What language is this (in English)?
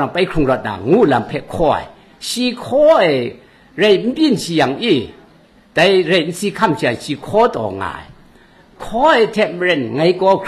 Kachin